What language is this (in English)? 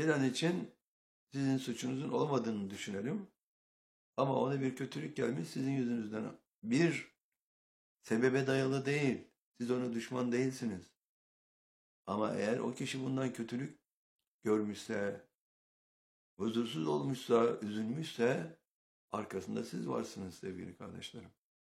Turkish